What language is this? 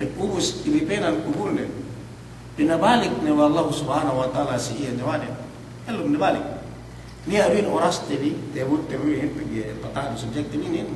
Yakan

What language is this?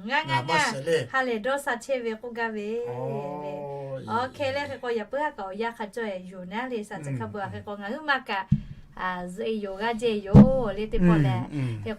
Lahu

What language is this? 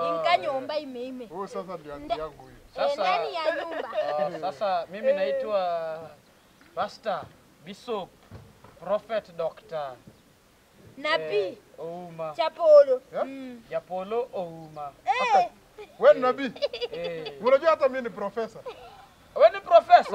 Swahili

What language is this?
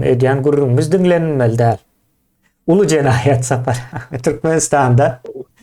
Turkmen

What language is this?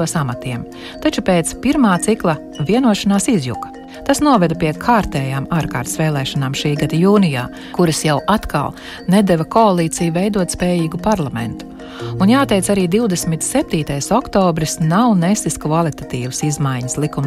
Latvian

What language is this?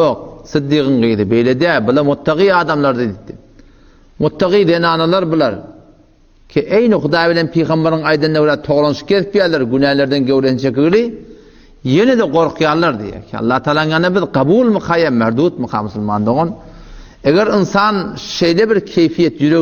Turkmen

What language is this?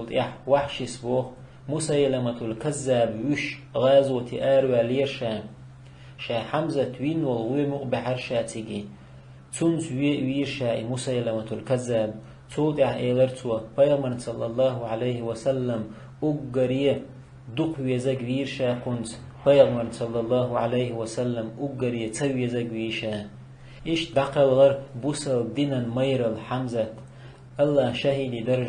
Chechen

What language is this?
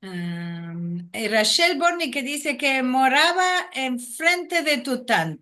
Ladino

